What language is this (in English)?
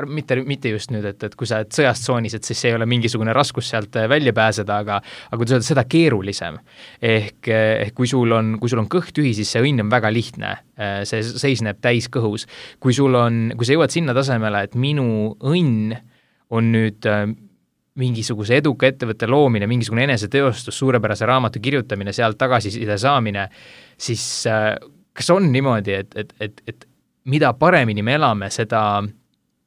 Estonian